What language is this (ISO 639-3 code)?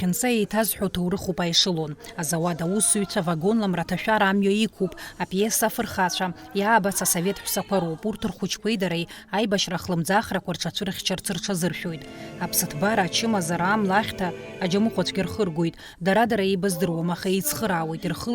abk